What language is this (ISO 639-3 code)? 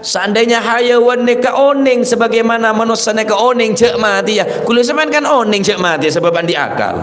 mad